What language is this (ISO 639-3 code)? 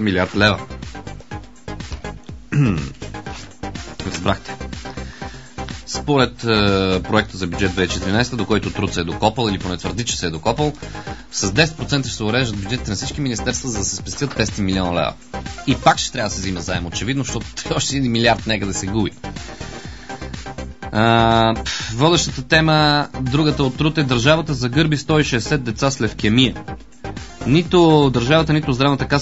bul